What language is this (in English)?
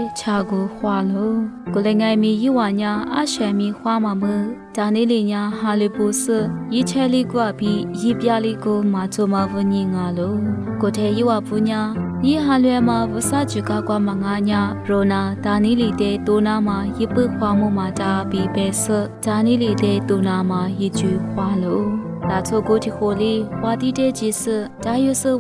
Lisu